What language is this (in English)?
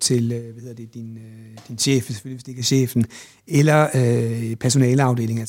Danish